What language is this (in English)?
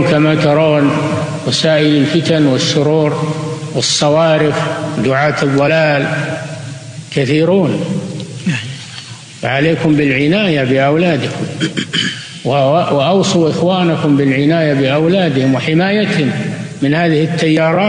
Arabic